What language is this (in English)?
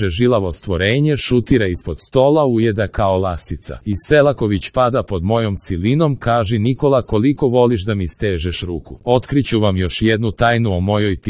Serbian